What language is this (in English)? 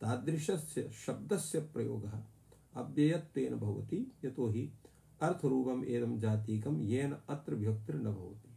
Sanskrit